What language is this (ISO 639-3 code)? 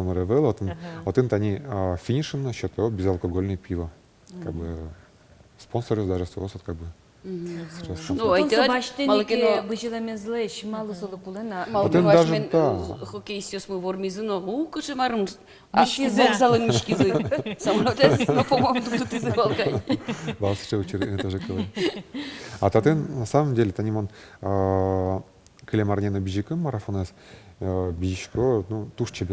udm